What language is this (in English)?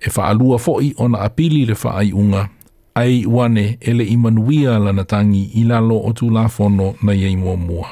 Samoan